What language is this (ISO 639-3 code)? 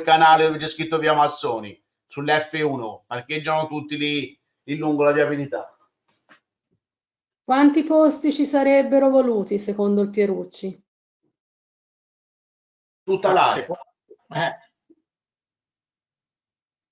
ita